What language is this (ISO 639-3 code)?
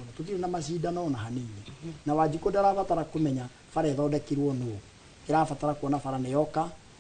kik